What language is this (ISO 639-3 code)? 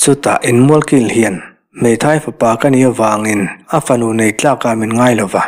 lus